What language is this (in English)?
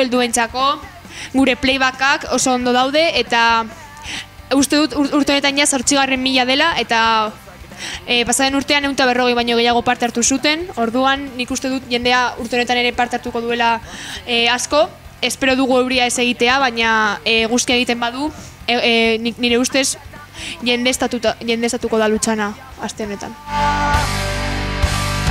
Basque